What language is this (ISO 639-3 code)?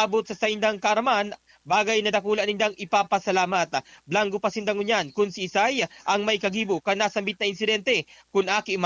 bik